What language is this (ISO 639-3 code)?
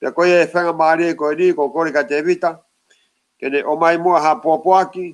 ton